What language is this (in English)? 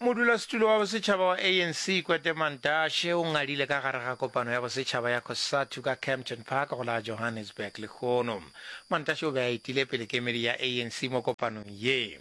Northern Sotho